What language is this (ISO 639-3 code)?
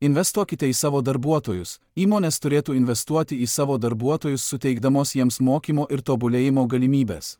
lit